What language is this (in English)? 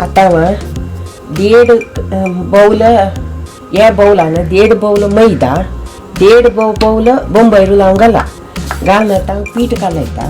Konkani